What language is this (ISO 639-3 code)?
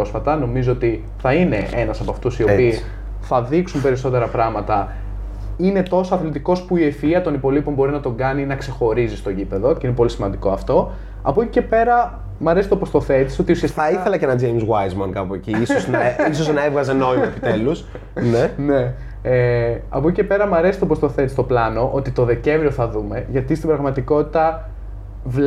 ell